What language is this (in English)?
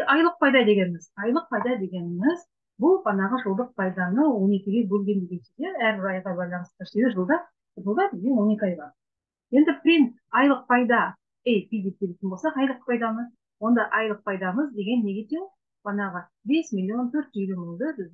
Kazakh